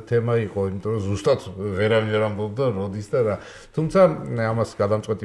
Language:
Georgian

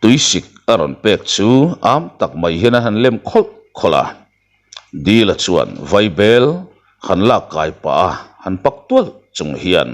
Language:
Mizo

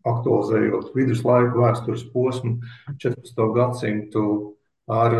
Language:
Latvian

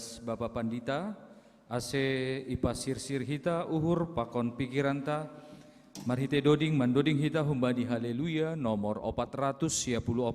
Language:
Batak Simalungun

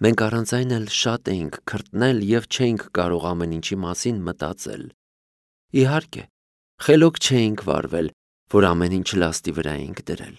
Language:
Armenian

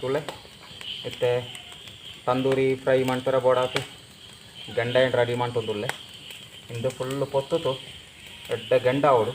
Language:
Tulu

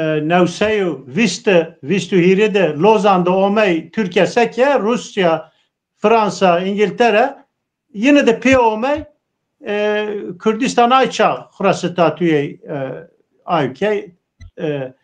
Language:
Zaza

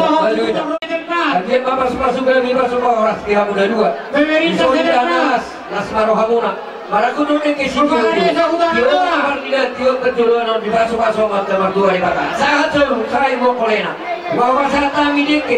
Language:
Batak Toba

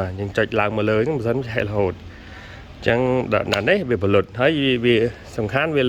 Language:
Khmer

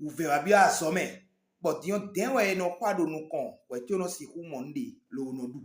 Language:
Fon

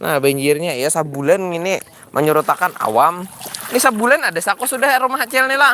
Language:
Banjar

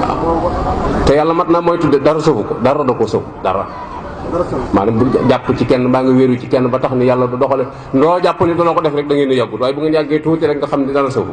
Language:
Wolof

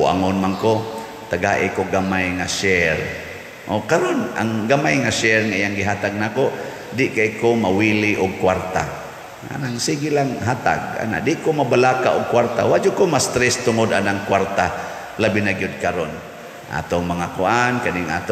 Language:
Cebuano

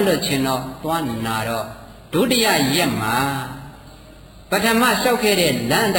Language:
Burmese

